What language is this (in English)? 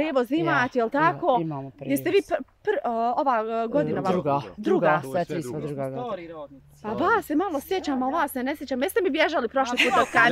Bosnian